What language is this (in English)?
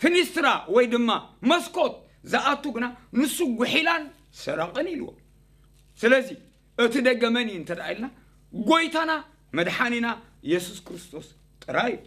Tigrinya